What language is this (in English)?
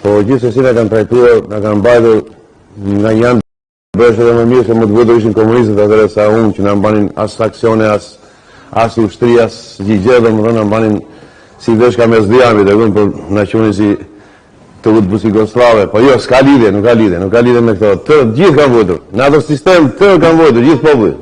Albanian